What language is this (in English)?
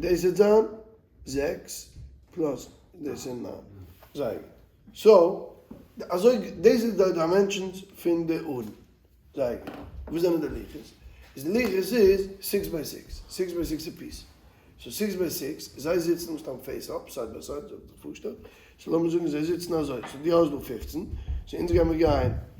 Yiddish